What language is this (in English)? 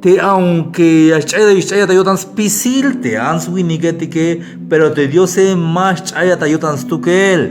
Tzeltal